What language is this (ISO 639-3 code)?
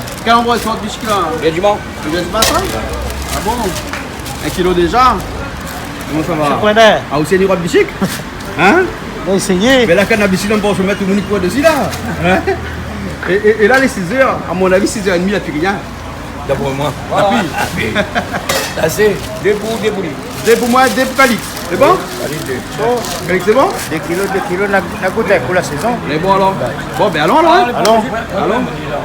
rcf